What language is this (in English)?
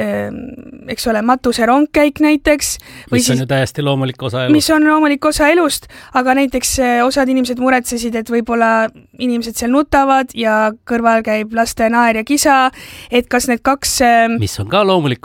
Estonian